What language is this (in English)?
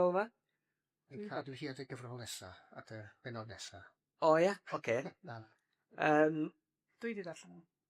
Welsh